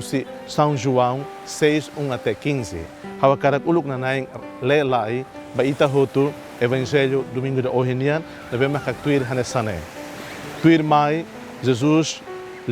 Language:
Tetum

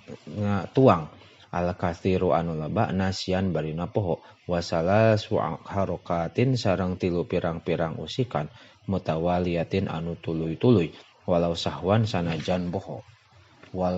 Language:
Sundanese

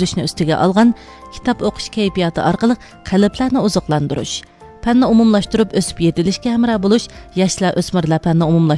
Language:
Uyghur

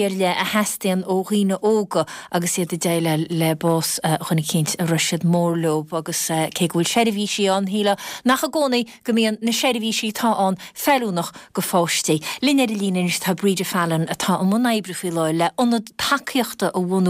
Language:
Irish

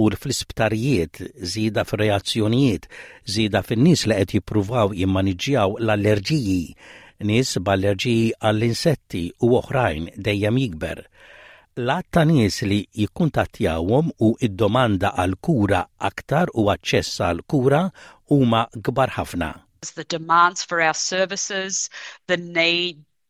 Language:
Maltese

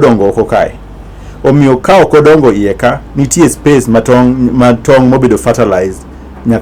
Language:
Luo (Kenya and Tanzania)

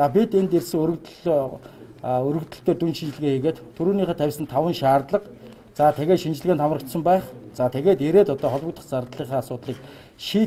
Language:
Mongolian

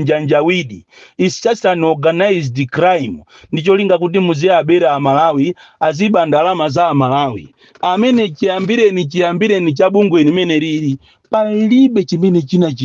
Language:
Nyanja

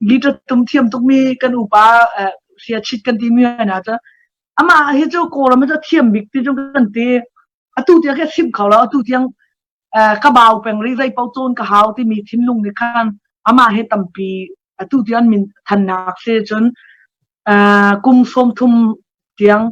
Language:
Hakha Chin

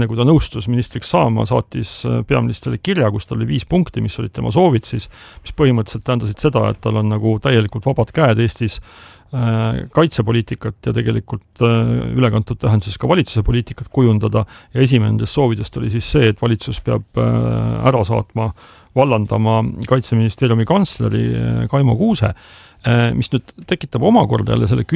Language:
Estonian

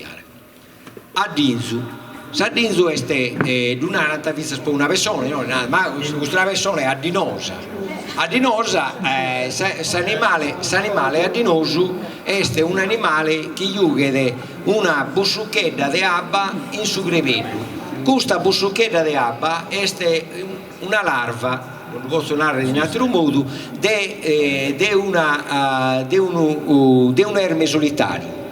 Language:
Sardinian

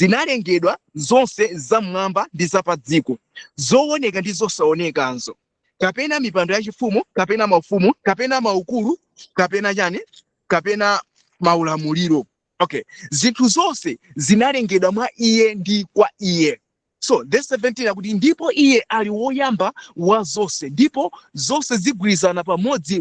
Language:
Nyanja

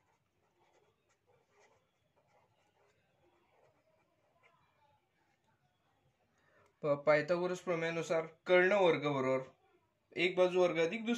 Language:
Marathi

